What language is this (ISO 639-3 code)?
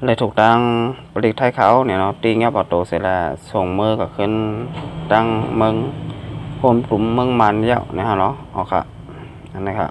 shn